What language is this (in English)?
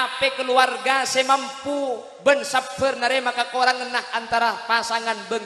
Madurese